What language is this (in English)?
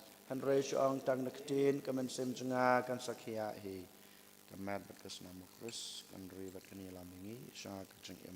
Khasi